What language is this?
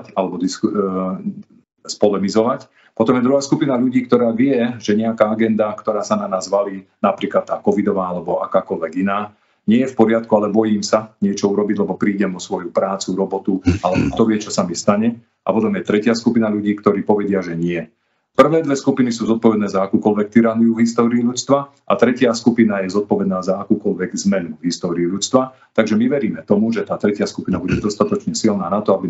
Slovak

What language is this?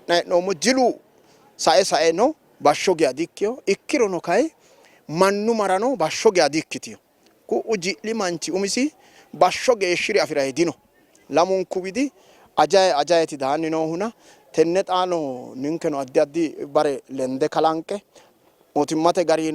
Sidamo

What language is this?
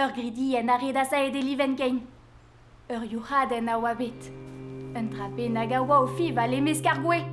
Breton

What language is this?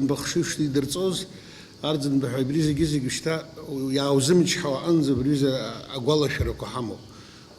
Abkhazian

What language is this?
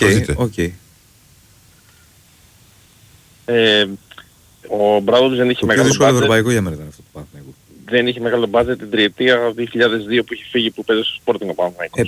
Greek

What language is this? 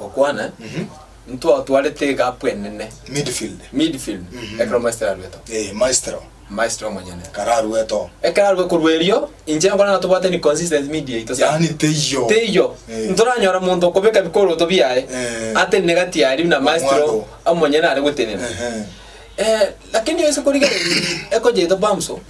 Gusii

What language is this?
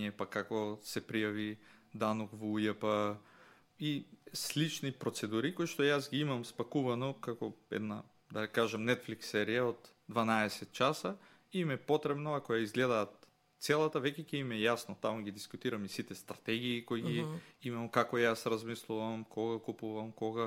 Macedonian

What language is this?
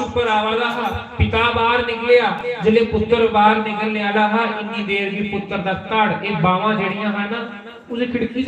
Dogri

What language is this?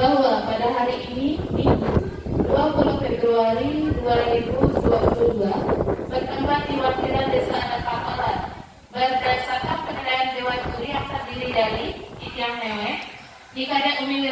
Balinese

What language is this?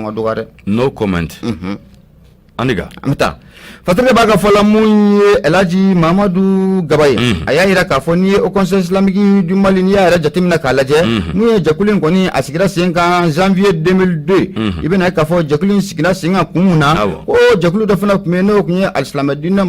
Bambara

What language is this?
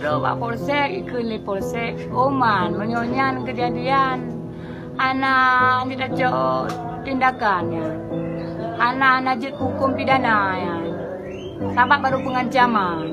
Achinese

